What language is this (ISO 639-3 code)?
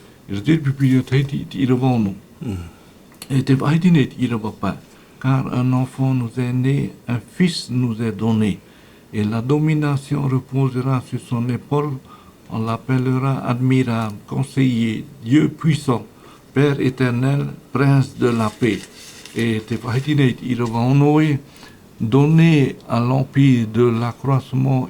tah